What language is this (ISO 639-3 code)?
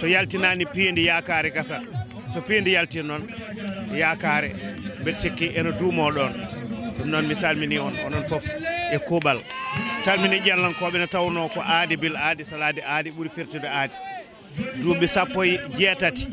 ful